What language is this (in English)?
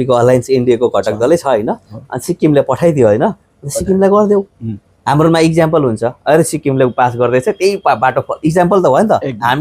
Nepali